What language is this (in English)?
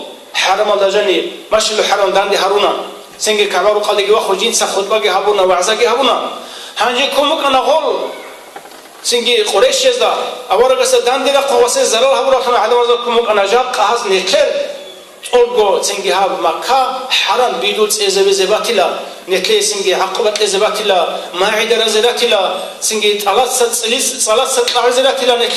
Avaric